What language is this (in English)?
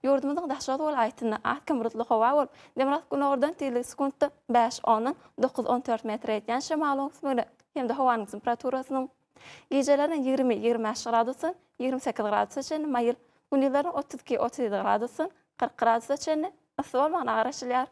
Turkmen